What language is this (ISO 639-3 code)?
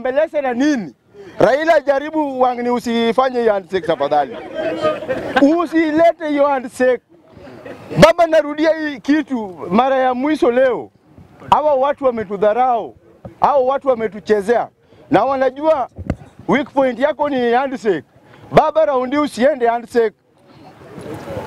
swa